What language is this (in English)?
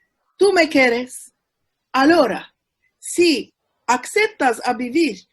Ladino